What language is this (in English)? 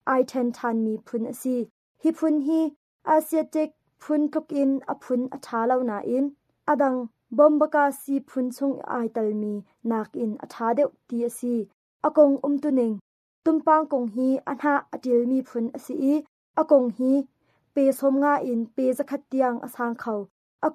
Hakha Chin